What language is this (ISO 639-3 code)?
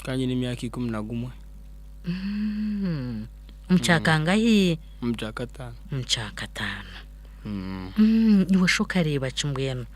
nyn